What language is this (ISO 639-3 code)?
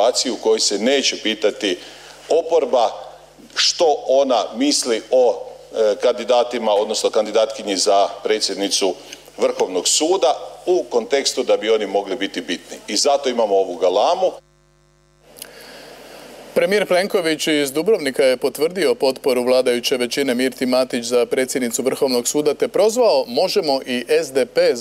hrv